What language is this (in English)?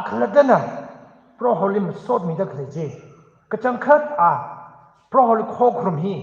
Tangkhul Naga (India)